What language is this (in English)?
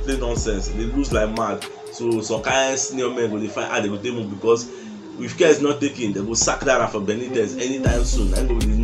Nigerian Pidgin